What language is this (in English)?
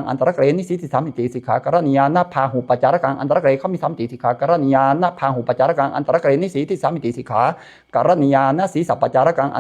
Pali